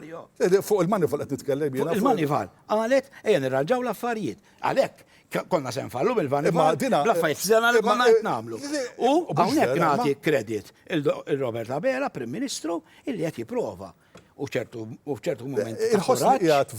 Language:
Maltese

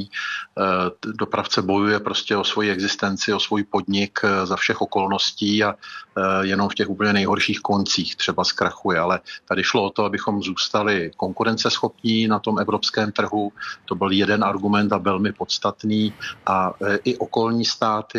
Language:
Czech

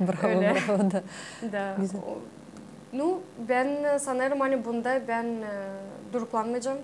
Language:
Gagauz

